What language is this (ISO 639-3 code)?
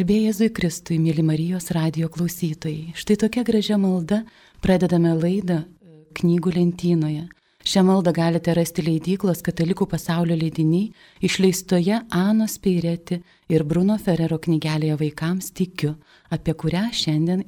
lit